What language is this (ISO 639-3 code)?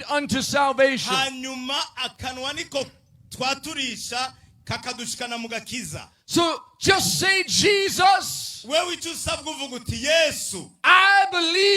run